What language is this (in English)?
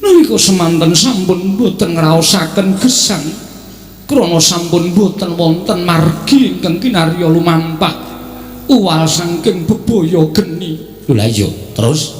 Javanese